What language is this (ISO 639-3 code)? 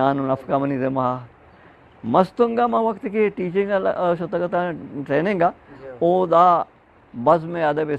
bgp